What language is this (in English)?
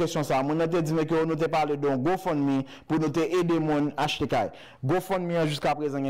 Haitian Creole